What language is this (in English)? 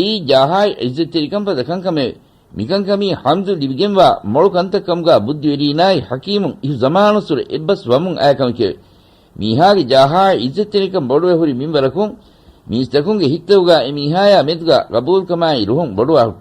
Divehi